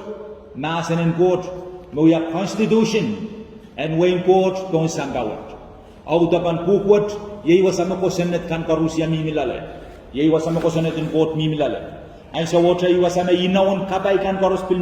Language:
Pohnpeian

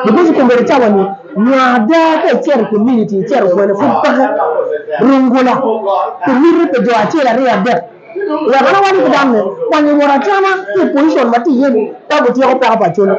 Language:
Acoli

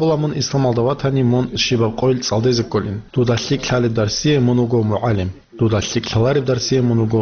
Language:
Avaric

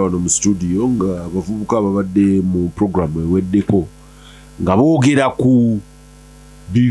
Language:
Ganda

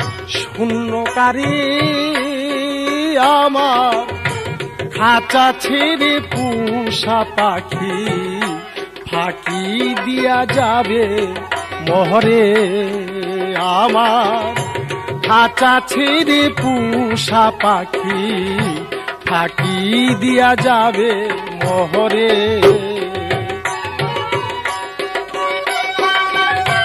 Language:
Bangla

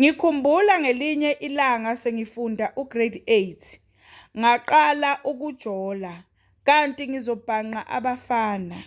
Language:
Zulu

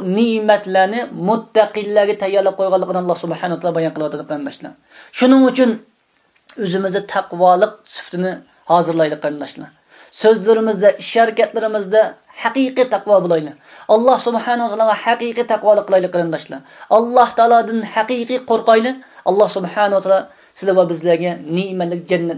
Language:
Uyghur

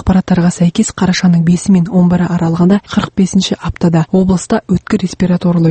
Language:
Kazakh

